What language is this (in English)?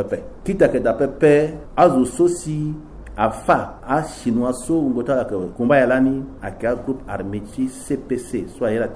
Sango